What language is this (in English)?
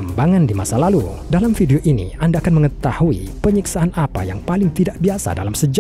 Indonesian